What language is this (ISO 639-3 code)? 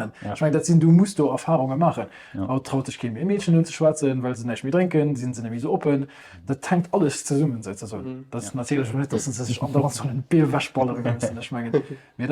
ltz